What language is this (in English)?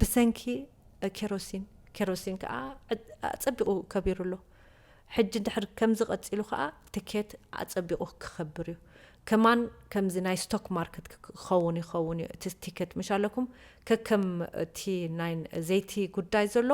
Tigrinya